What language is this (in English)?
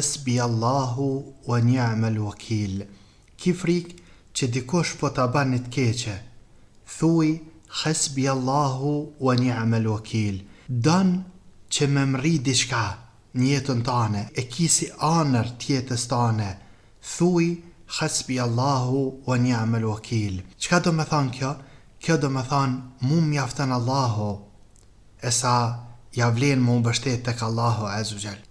Albanian